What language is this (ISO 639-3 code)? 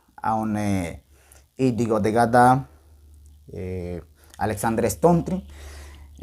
gym